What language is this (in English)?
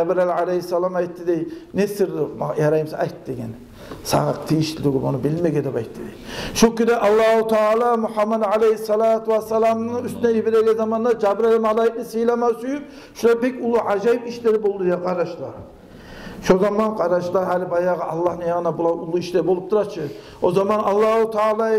Kumyk